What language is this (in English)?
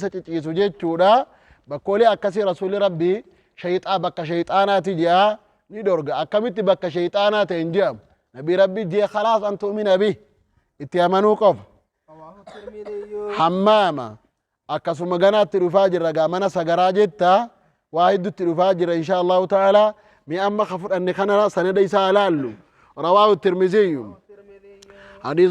Oromo